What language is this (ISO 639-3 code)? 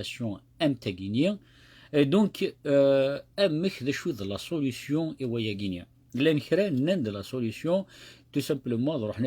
kab